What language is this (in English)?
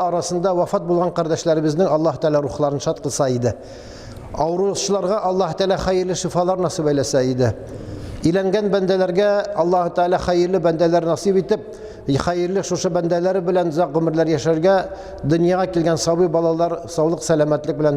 Tatar